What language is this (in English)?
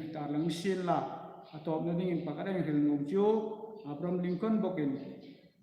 Hmar